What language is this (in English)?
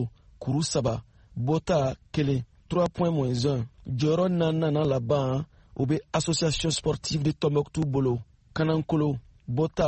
Bambara